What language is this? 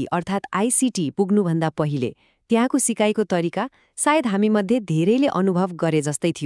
Nepali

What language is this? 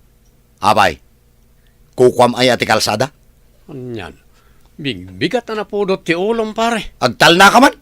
Iloko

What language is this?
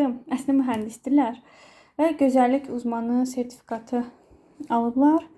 Azerbaijani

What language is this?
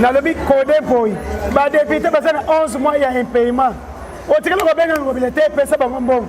Lingala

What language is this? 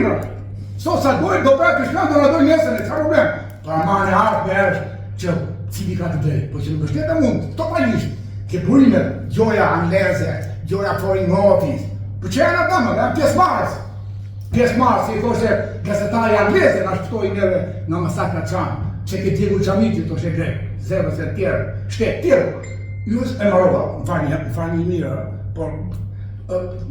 Albanian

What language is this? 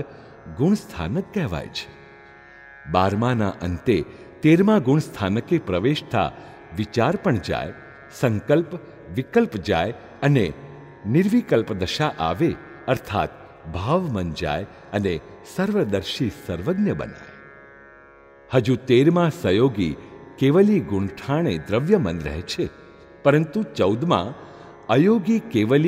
Gujarati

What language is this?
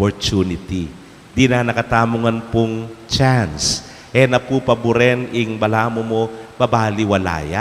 Pampanga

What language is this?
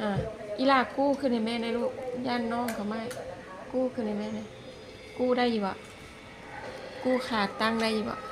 Lao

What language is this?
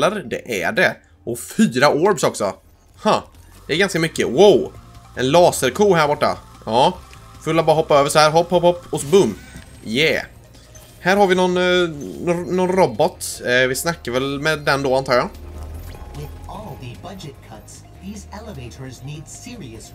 Swedish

